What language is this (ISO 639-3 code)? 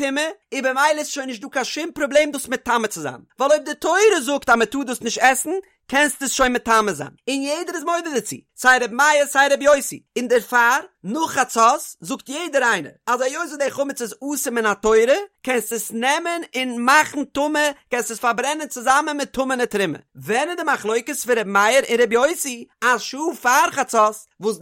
yid